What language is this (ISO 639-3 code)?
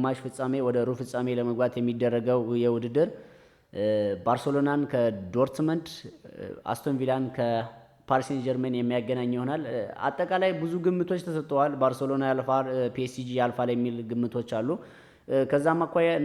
amh